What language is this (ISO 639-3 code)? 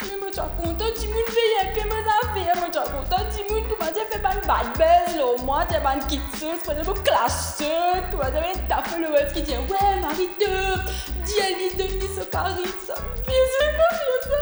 mfe